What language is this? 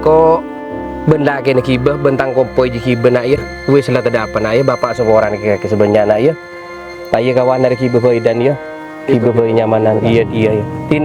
Madurese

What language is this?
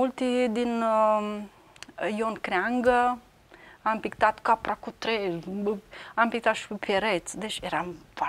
Romanian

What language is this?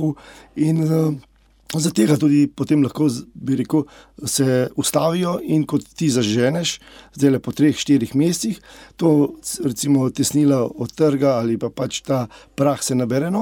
Slovenian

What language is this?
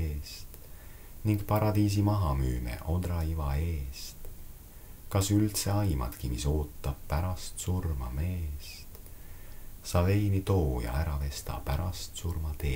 Estonian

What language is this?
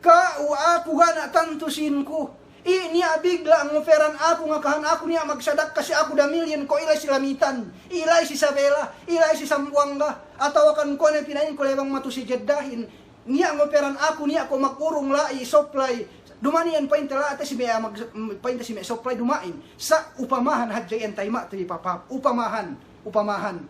Yakan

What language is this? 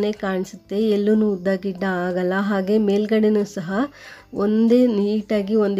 Kannada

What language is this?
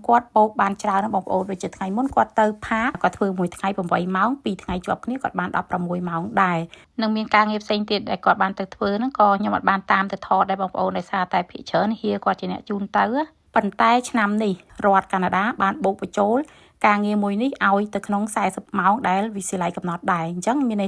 Khmer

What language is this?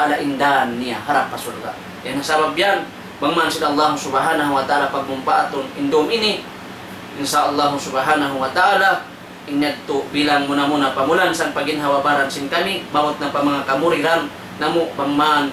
Tausug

